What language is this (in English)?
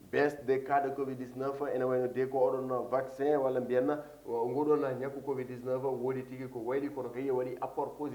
Fula